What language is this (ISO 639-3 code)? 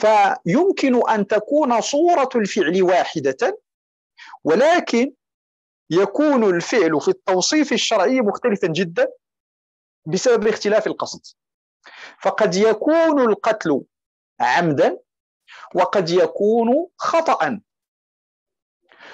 ara